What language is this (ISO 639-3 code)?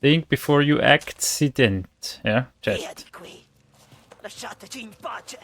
gsw